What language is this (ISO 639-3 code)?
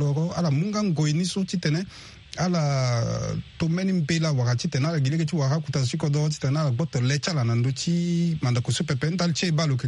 sag